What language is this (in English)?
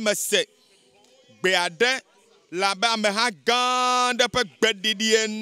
Ewe